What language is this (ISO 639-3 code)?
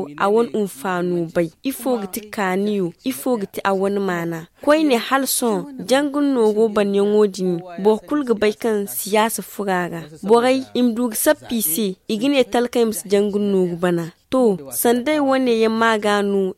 dje